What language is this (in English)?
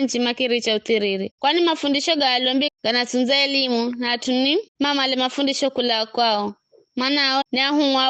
Giryama